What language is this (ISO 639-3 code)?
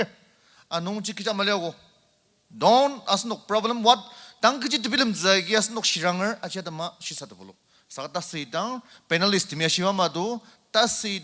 njo